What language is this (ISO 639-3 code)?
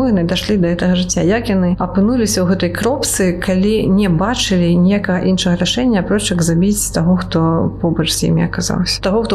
bel